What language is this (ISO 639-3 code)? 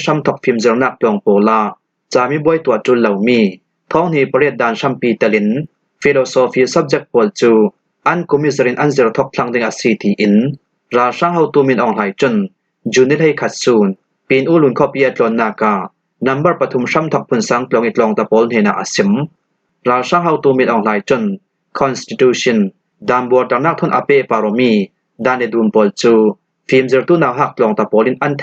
cfm